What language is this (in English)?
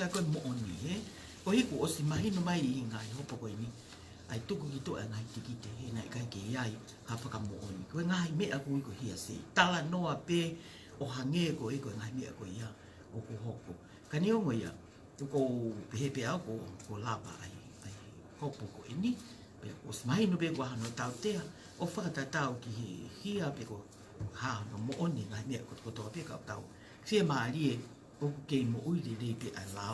Tongan